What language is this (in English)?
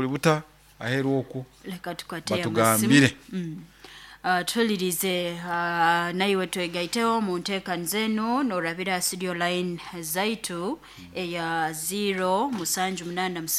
Nyoro